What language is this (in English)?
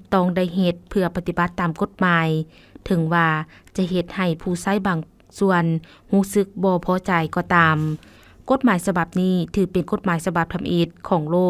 Lao